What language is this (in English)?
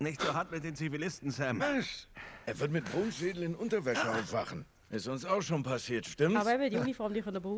Swiss German